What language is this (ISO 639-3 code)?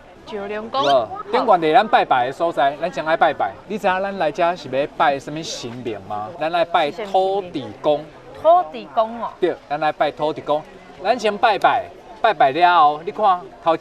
nan